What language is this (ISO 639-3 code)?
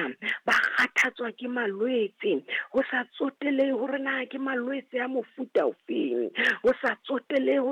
sot